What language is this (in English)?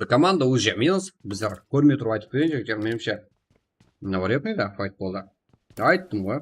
Kara-Kalpak